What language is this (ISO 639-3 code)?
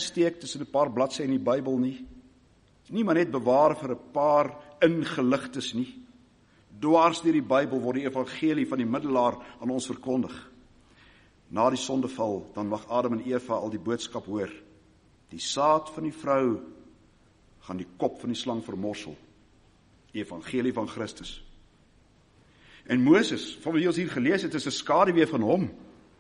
afr